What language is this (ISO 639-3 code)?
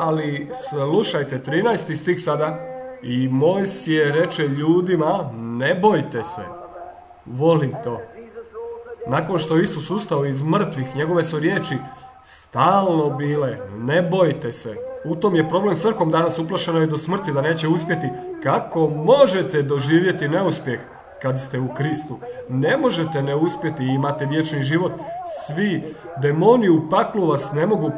hrv